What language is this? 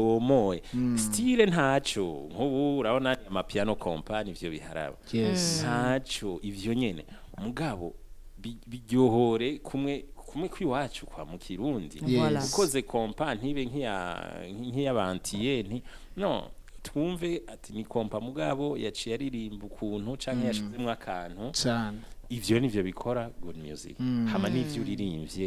Rundi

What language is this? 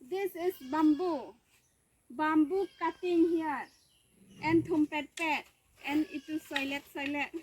Karbi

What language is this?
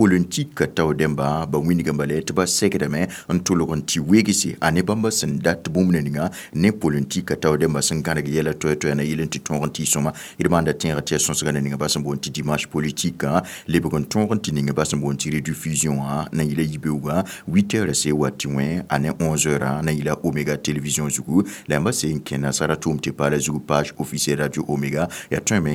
Mossi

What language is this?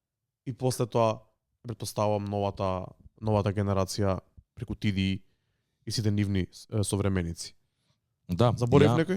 Macedonian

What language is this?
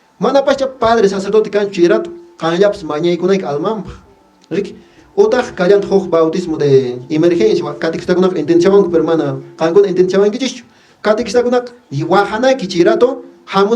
Quechua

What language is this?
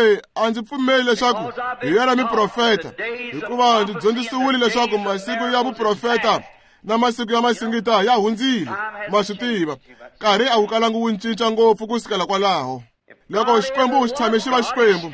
Tsonga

